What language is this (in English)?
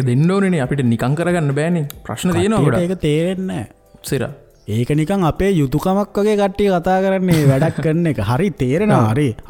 Sinhala